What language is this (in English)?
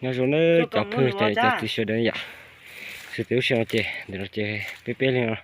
Hmong